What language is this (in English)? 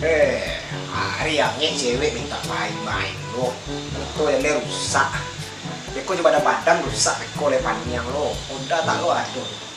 Minangkabau